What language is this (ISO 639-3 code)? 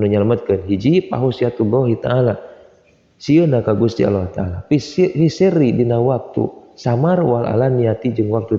sun